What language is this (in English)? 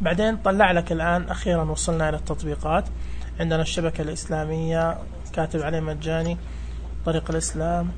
Najdi Arabic